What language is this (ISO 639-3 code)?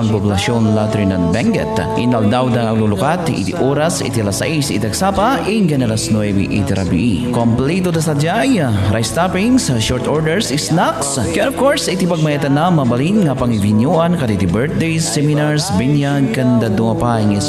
ilo